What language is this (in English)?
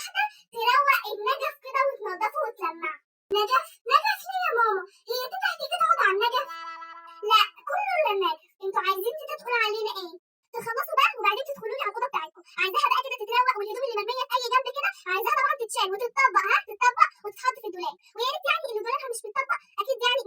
Egyptian Arabic